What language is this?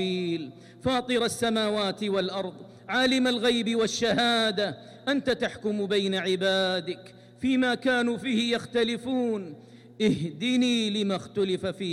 Arabic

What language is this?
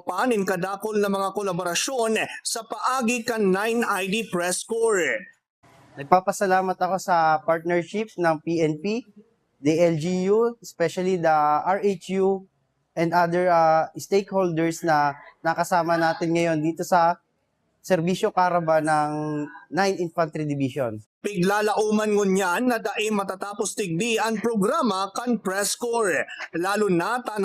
Bikol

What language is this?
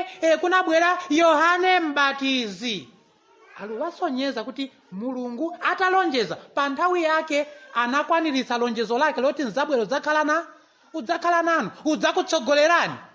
Nyanja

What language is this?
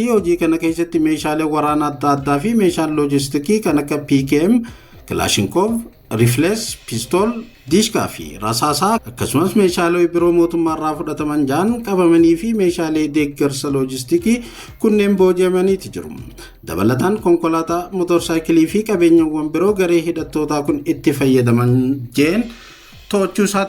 Oromo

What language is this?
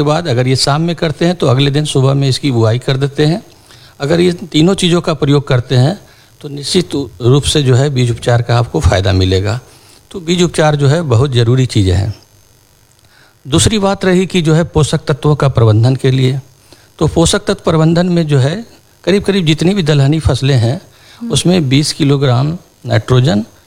Hindi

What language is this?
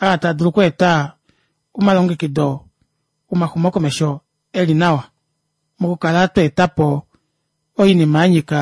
Kuanyama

